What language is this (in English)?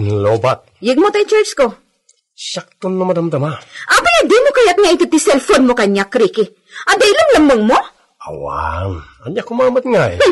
Iloko